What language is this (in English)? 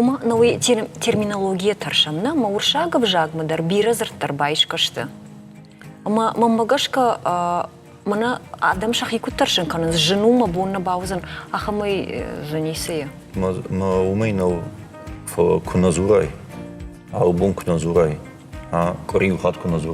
Ossetic